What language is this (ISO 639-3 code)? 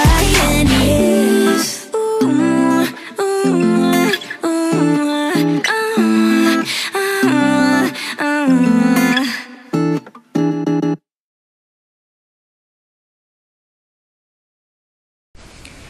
eus